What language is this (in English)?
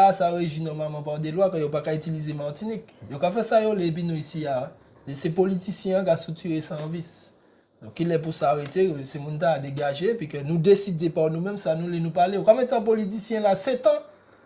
Guadeloupean Creole French